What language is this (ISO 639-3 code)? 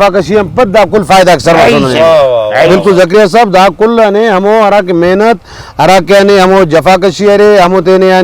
brh